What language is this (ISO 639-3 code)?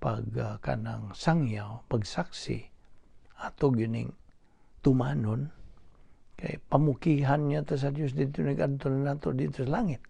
ceb